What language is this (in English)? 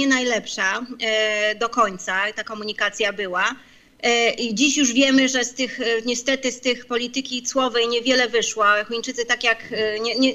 Polish